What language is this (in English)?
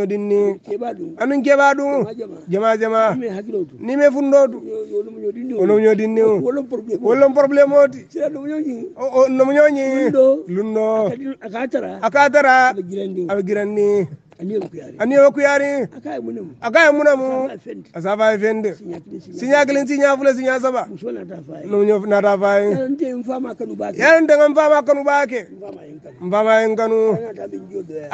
Hausa